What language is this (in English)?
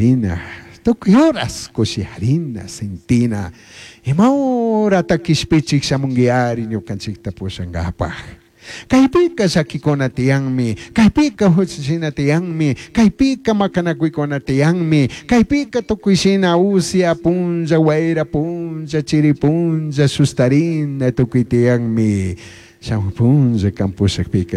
Chimborazo Highland Quichua